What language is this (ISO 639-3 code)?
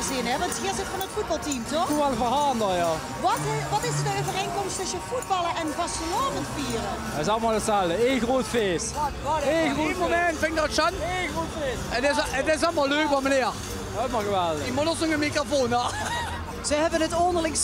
lim